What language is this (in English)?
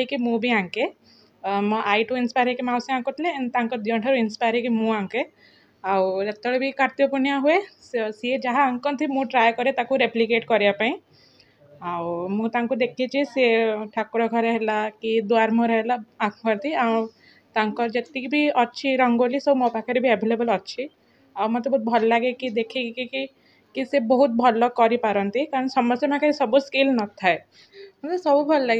Odia